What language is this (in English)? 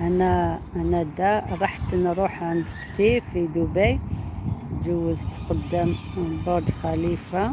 Algerian Arabic